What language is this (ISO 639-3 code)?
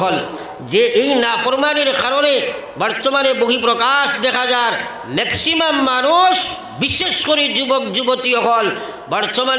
syl